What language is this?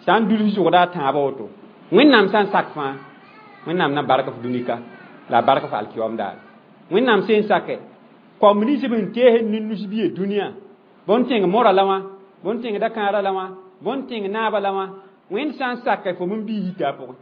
Mossi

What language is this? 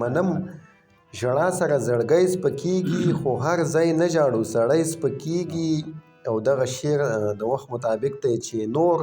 Pashto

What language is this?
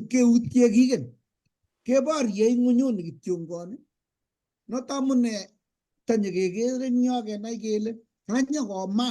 Kalenjin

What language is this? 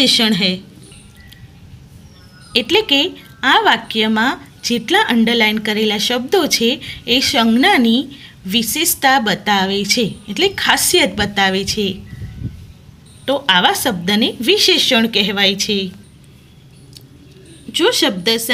Gujarati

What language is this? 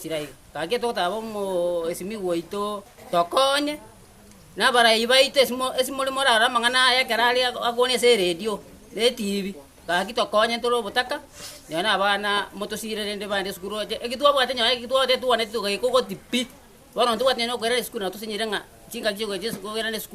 Gusii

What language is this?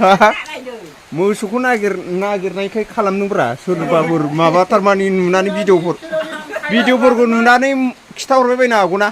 Bodo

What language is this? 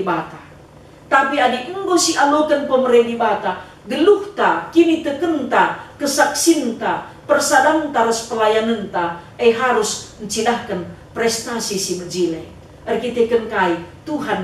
Batak Karo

